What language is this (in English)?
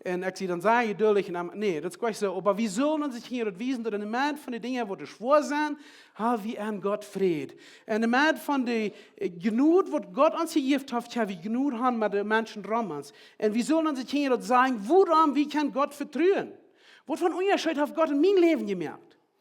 Plautdietsch